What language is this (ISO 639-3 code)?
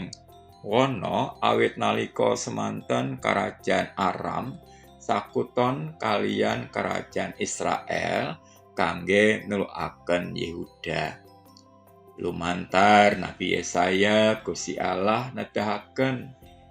jav